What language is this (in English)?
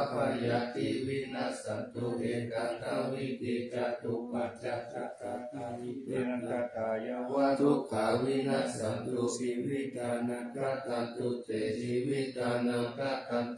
Pali